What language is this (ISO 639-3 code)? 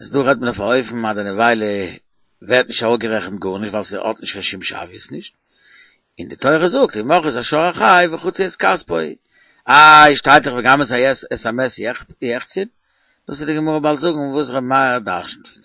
yid